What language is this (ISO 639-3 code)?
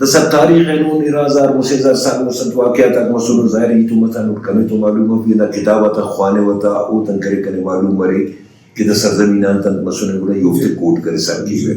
brh